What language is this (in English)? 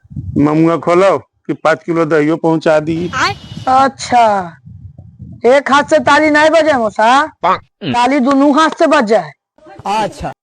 Magahi